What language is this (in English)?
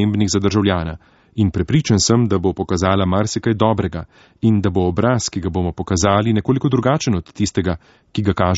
Slovenian